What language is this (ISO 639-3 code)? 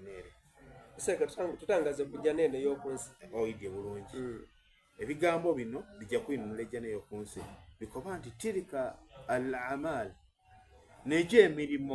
xog